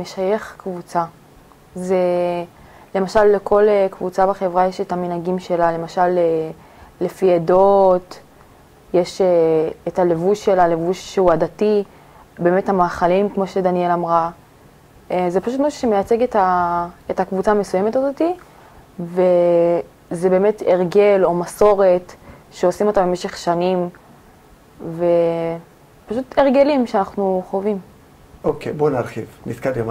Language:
Hebrew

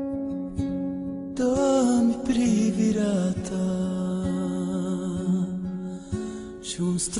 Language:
Romanian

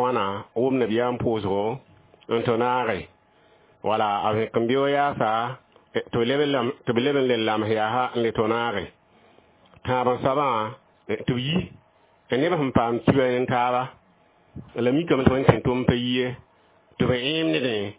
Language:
Mossi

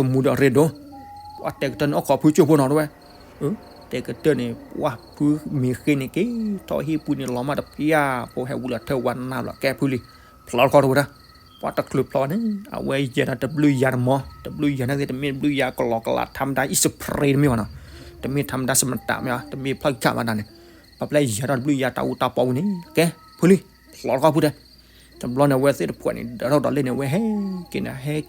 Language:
S'gaw Karen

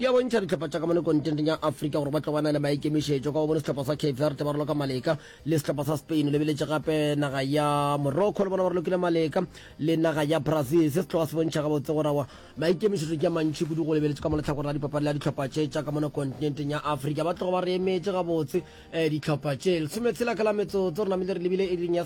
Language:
Northern Sotho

